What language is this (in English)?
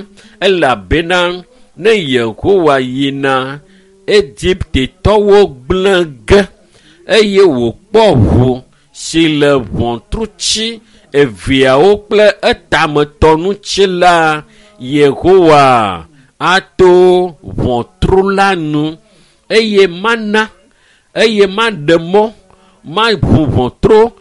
Ewe